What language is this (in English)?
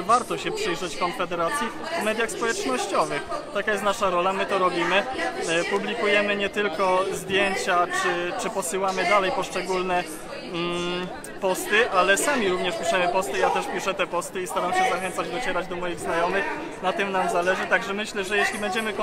Polish